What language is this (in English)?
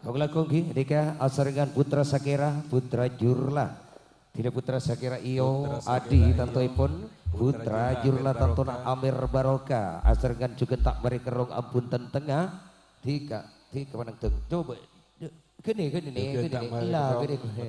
Madurese